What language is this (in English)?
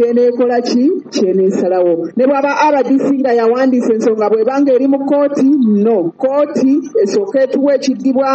Ganda